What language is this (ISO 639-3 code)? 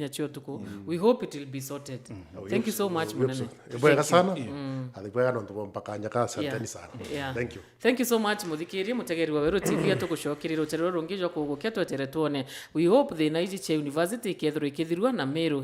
mer